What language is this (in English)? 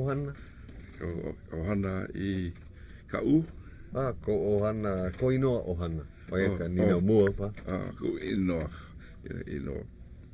Hawaiian